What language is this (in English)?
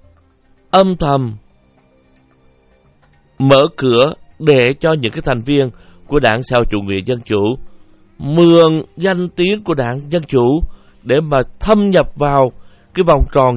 Vietnamese